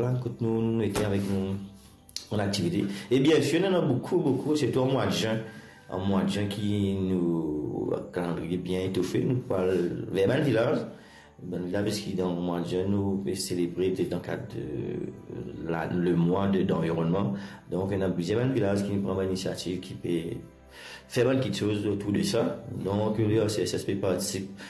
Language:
Morisyen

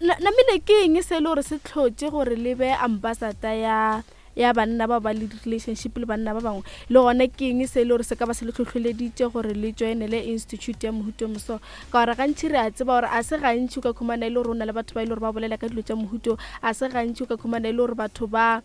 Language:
Northern Sotho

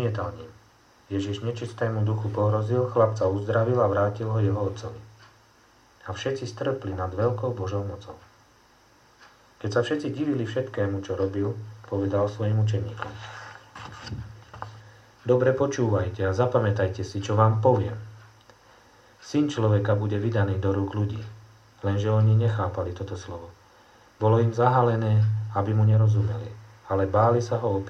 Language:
Slovak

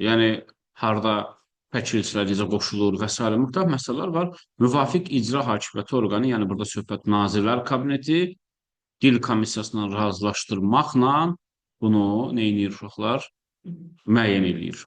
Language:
Azerbaijani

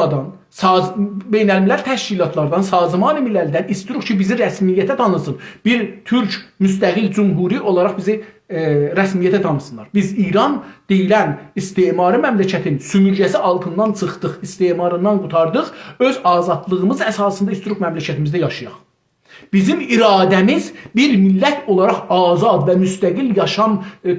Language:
South Azerbaijani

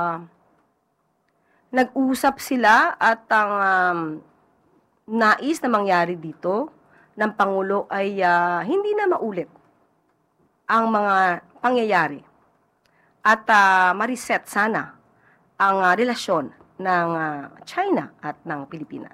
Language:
Filipino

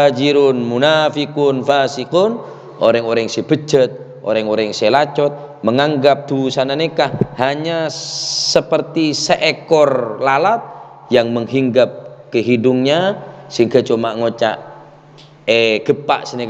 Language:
Madurese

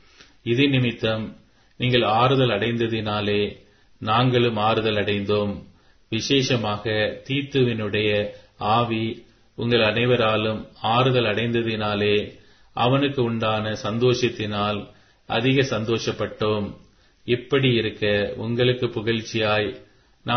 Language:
Tamil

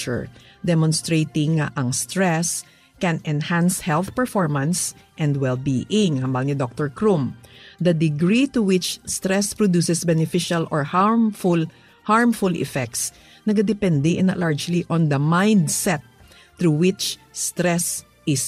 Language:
Hiligaynon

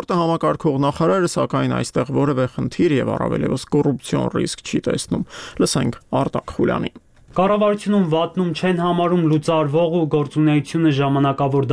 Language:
Armenian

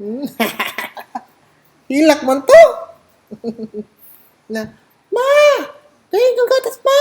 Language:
Cebuano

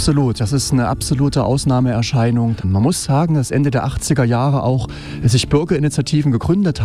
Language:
German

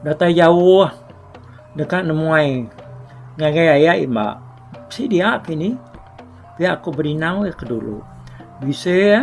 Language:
Iban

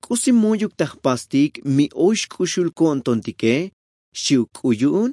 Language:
Tzotzil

